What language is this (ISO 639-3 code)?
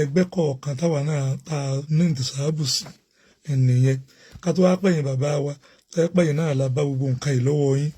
yor